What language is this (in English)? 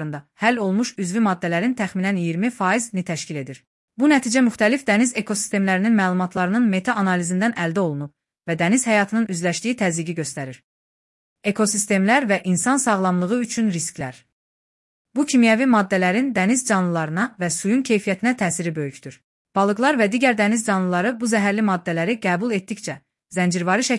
Azerbaijani